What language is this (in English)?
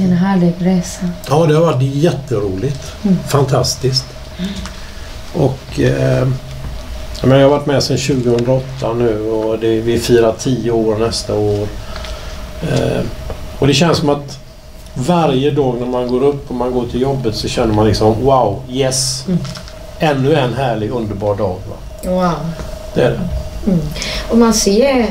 Swedish